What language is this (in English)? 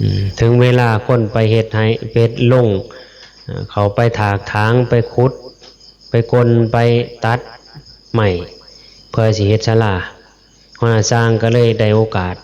Northeastern Thai